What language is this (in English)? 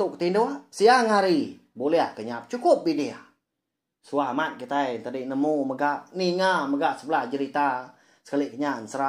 Iban